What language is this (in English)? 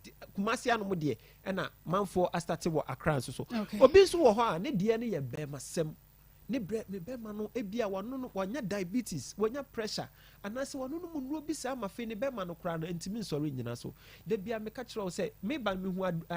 Akan